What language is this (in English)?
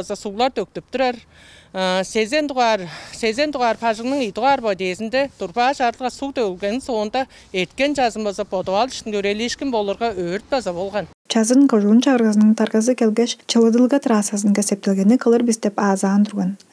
Tuvinian